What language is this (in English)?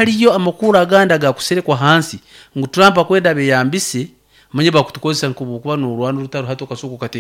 Nyoro